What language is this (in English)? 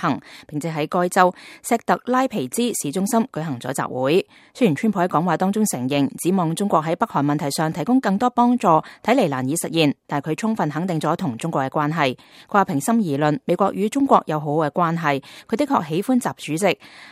Cantonese